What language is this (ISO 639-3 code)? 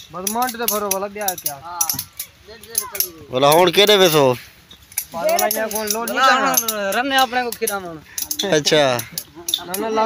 skr